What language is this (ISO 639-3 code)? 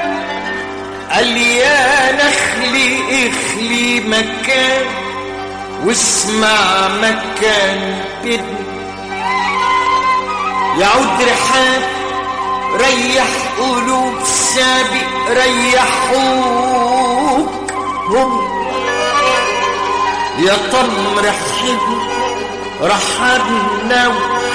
ara